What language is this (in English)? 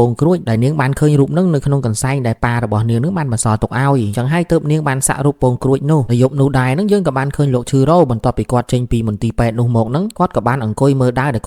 Khmer